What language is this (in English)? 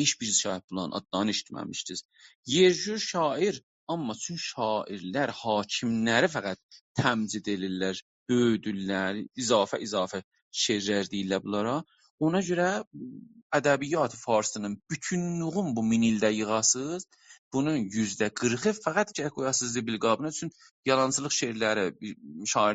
South Azerbaijani